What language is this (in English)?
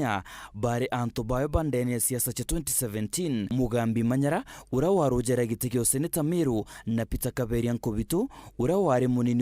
Meru